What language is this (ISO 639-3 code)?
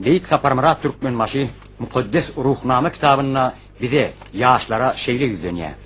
tuk